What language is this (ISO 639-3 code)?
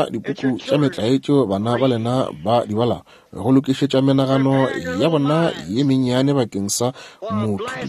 nso